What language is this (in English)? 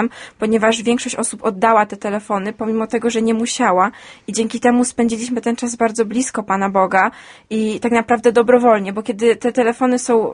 Polish